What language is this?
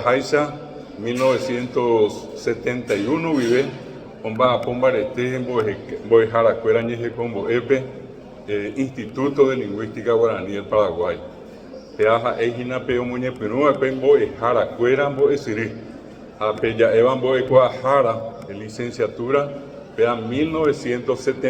Guarani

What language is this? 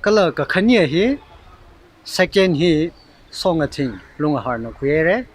Tangkhul Naga (India)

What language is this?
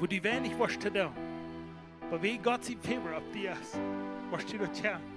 Plautdietsch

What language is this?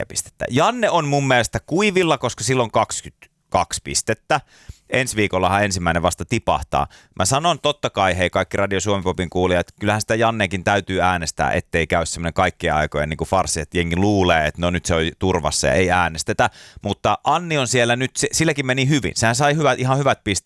Finnish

